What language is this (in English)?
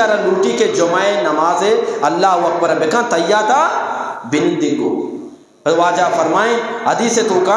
Eastern Balochi